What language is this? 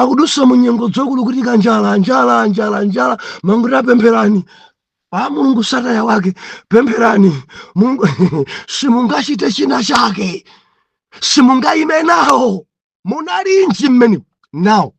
Nyanja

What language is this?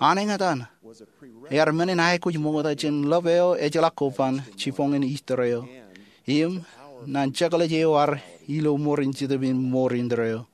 Marshallese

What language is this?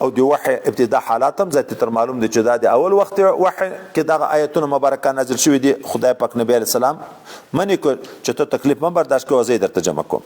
Pashto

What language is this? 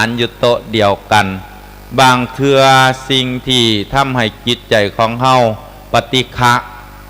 Lao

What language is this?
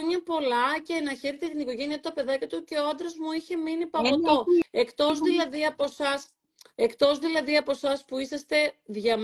Greek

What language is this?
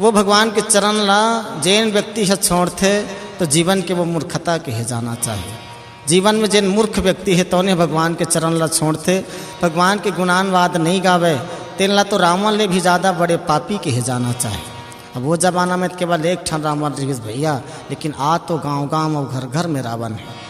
Chhattisgarhi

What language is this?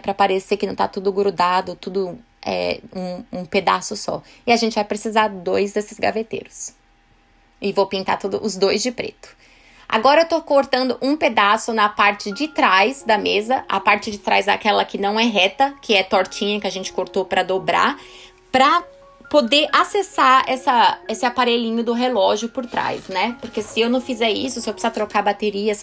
Portuguese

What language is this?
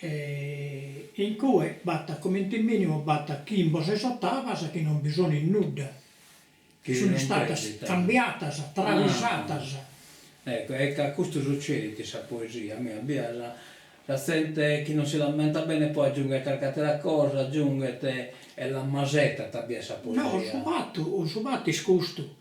Sardinian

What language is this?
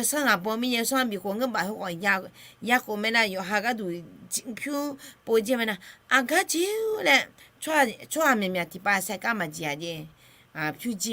Akha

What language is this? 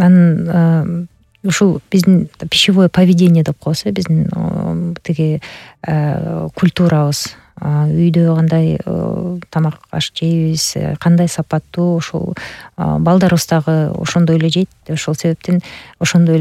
Kyrgyz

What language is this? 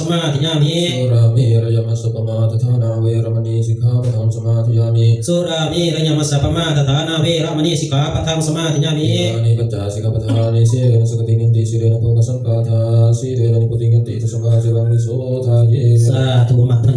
Pali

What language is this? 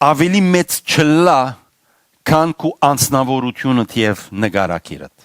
Western Armenian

